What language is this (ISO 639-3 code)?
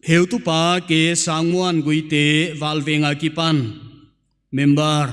pck